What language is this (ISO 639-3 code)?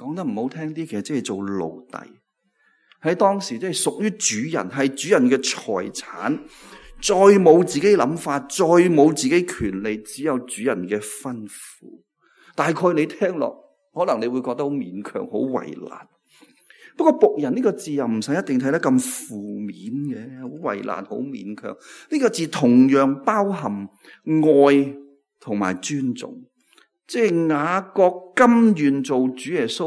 yue